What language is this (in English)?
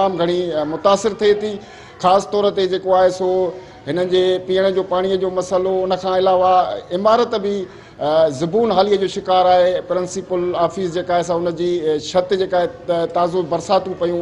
Sindhi